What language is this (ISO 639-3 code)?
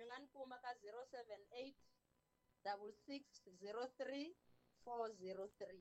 tso